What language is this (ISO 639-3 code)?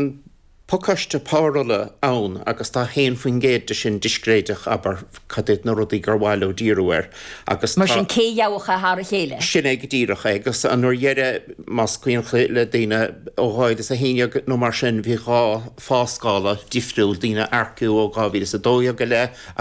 gle